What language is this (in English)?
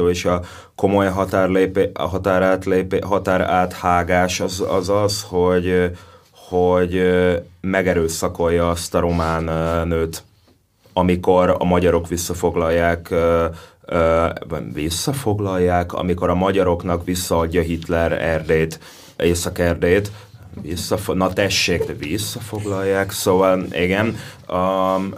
Hungarian